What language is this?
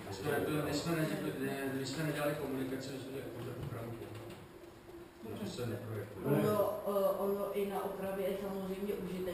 Czech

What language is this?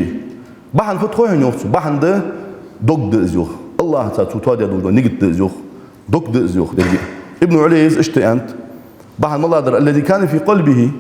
Ingush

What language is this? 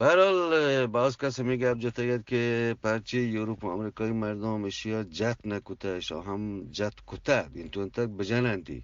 Eastern Balochi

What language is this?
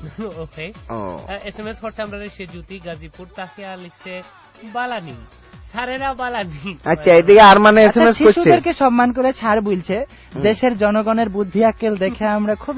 Bangla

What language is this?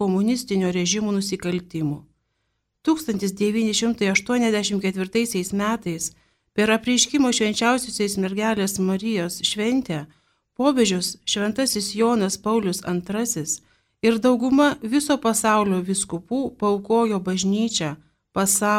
Lithuanian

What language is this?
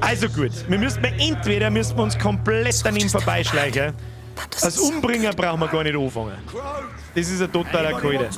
Bavarian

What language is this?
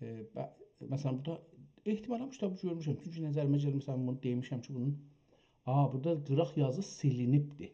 South Azerbaijani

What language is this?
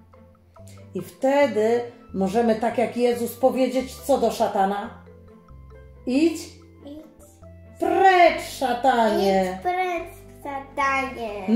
Polish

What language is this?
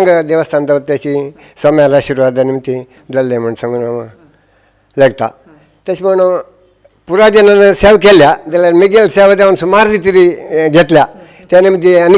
Konkani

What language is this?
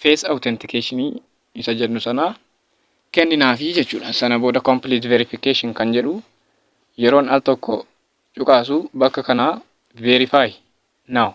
Oromo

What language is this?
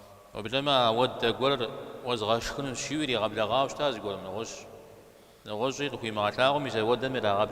Kabardian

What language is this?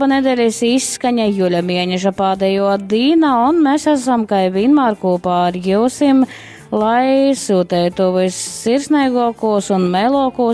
Latgalian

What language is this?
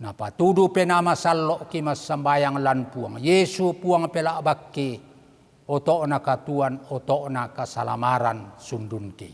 Toraja-Sa'dan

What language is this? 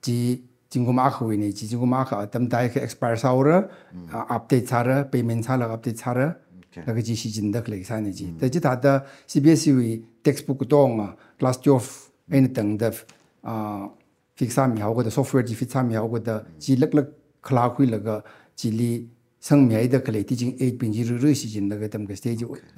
Tangkhul Naga (India)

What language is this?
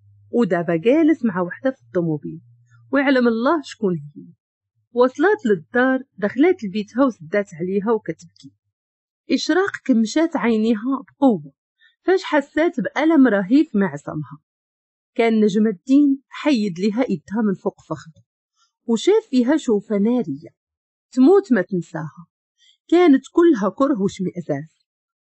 Moroccan Arabic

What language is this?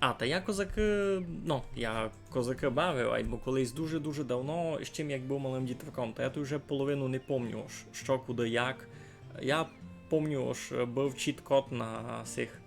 Rusyn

